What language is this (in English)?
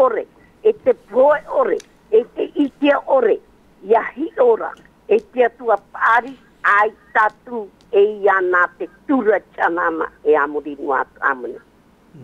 Tahitian